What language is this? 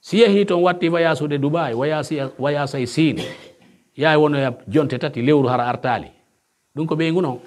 Pular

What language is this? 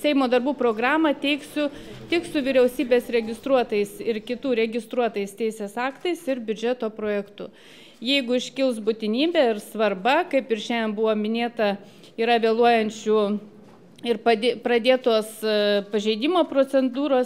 Lithuanian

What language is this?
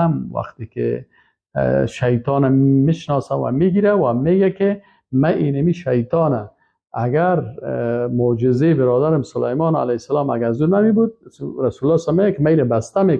Persian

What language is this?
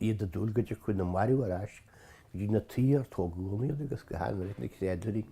Irish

